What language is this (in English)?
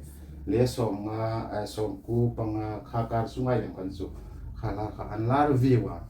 Hmar